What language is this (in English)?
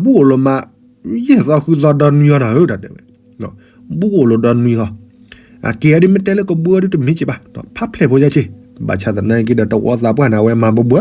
S'gaw Karen